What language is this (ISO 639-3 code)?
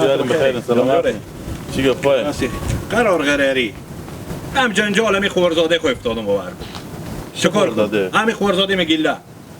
haz